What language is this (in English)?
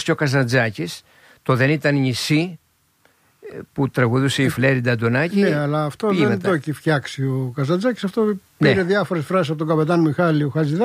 Greek